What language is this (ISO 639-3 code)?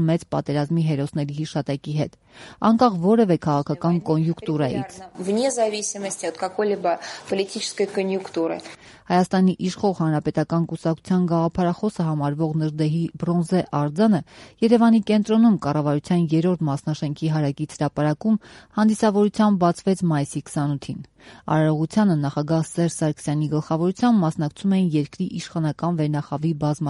hye